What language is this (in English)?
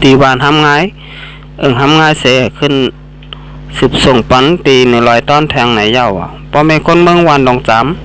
Shan